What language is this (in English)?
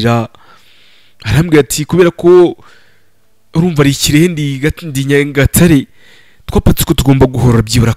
Kinyarwanda